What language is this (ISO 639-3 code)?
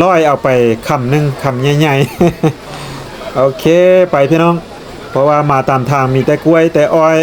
lao